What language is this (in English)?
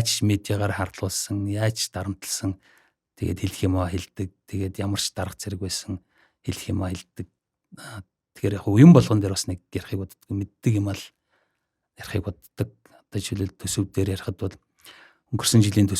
Mongolian